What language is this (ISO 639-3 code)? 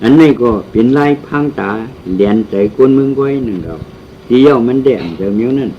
shn